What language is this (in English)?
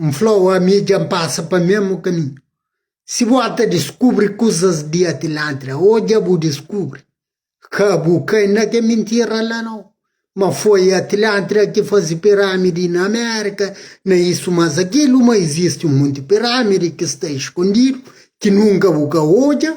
Kabuverdianu